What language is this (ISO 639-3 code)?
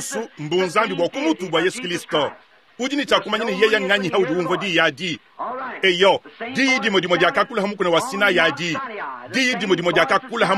lua